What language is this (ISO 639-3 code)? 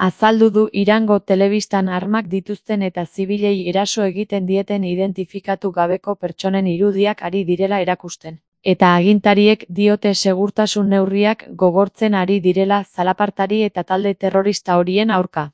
eus